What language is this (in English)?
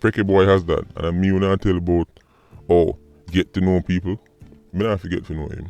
Jamaican Creole English